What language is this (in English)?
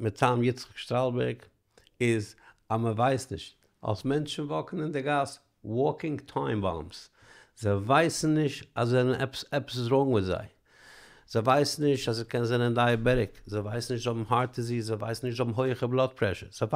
Yiddish